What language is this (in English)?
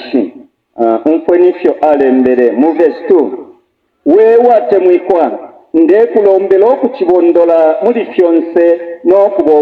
Bemba